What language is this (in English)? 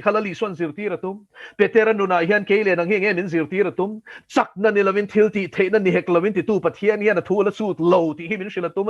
Mizo